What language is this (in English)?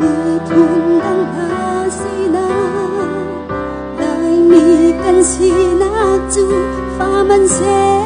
Hakha Chin